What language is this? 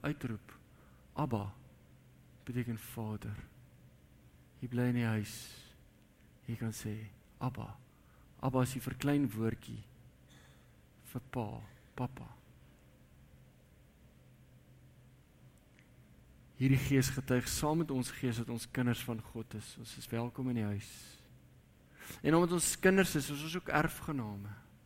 Afrikaans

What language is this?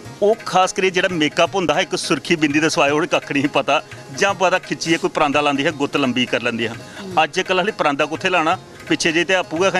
Dogri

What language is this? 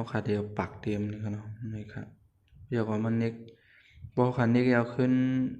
Shan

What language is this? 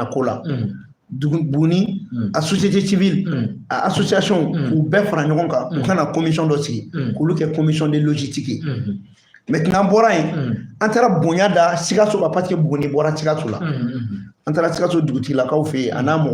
Bambara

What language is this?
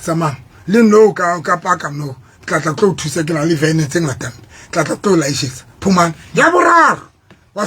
Southern Sotho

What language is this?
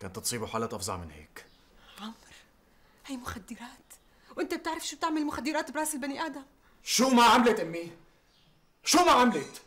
North Levantine Arabic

